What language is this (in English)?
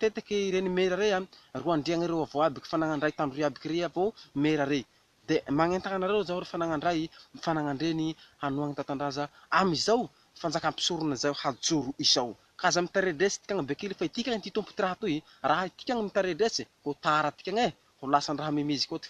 Malagasy